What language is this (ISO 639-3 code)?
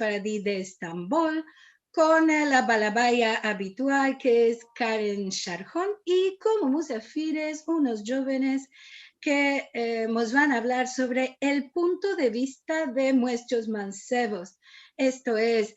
lad